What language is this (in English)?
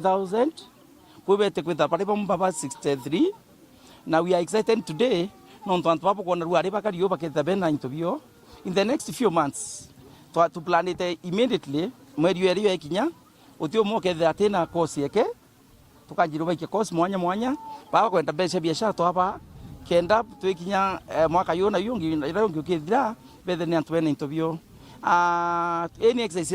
Meru